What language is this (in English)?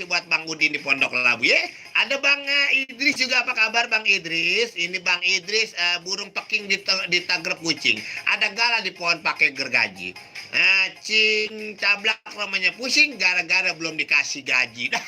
Betawi